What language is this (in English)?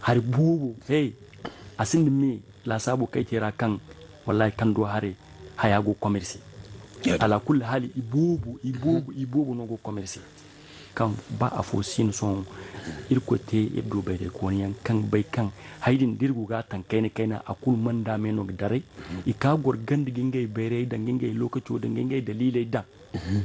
Zarma